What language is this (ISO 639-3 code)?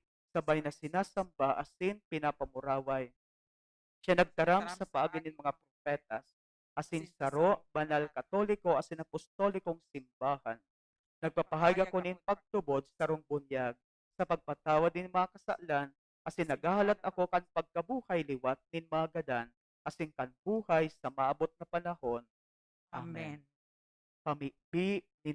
bik